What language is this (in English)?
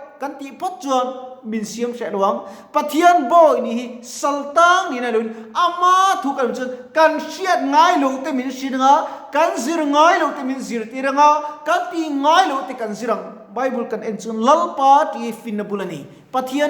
Mizo